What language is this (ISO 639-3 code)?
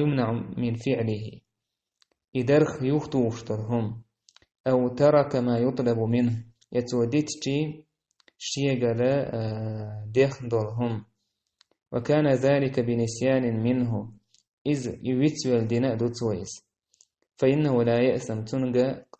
che